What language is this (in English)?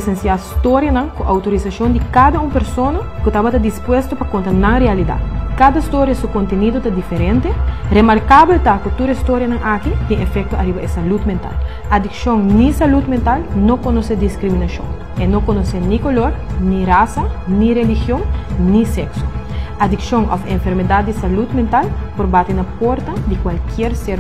Papiamento